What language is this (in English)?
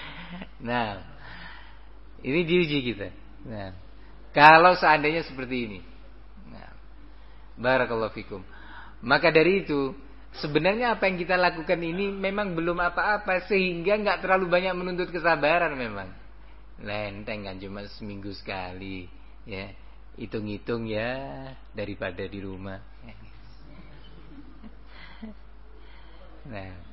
Indonesian